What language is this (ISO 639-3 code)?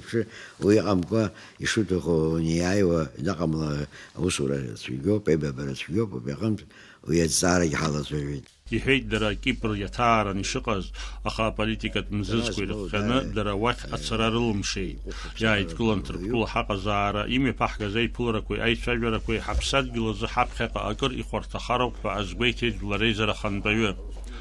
abk